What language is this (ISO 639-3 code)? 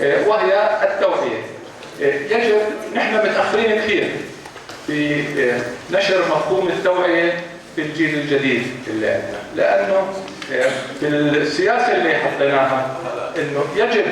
apc